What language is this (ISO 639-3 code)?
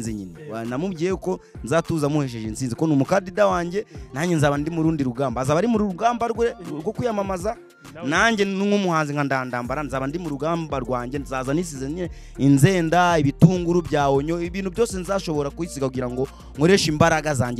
kin